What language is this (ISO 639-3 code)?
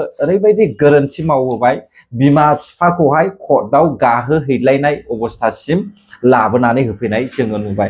brx